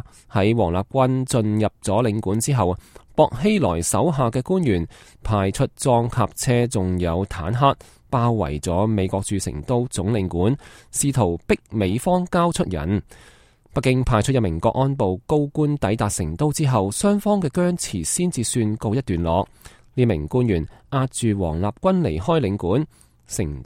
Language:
Cantonese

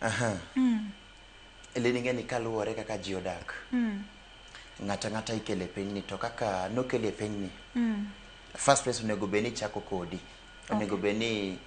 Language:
Luo (Kenya and Tanzania)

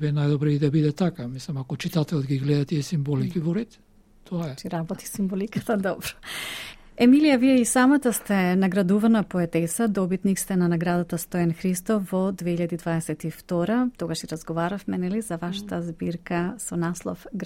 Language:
Macedonian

